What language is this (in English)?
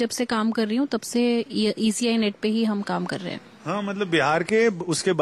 Hindi